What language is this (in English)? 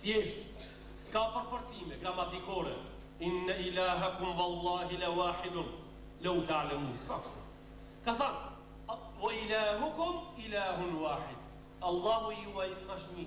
Albanian